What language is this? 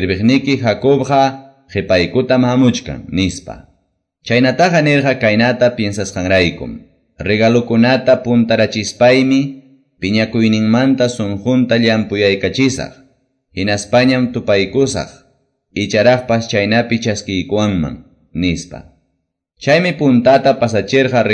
Quechua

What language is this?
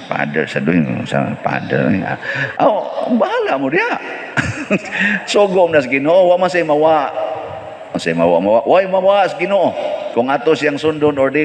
Cebuano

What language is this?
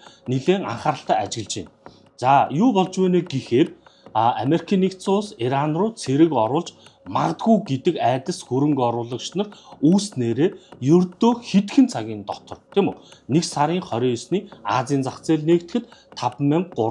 Mongolian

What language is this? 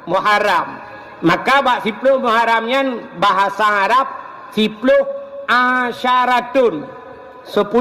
Achinese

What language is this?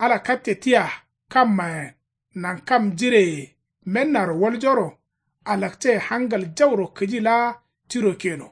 Kanuri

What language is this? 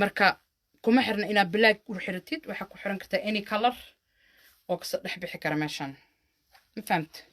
Somali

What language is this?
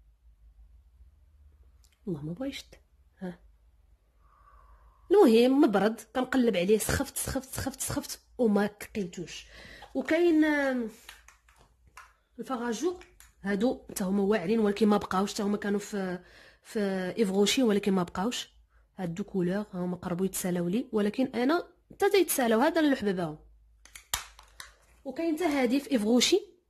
Moroccan Arabic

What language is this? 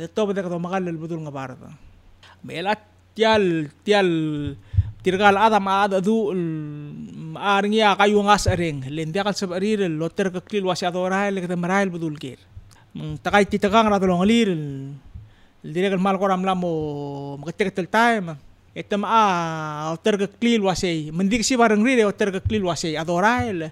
Palauan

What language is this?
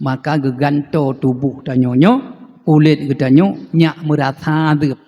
Achinese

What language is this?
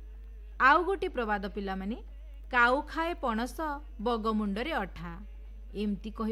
Odia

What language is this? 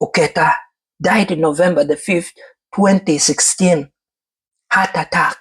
Acoli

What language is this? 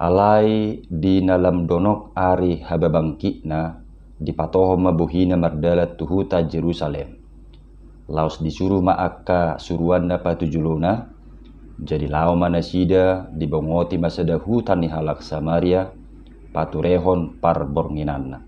Batak Toba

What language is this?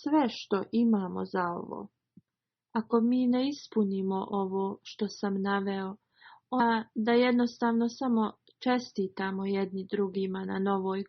Bosnian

